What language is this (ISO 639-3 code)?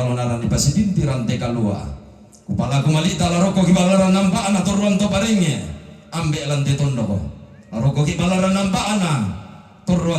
sda